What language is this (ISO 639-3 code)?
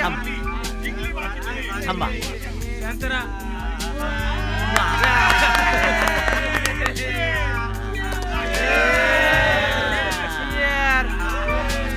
mar